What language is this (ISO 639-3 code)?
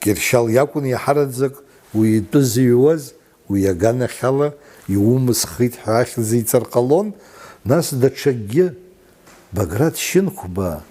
abk